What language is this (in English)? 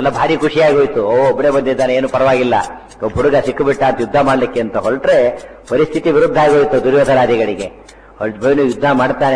Kannada